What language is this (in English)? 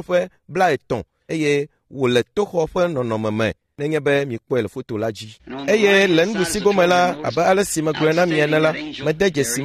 Ewe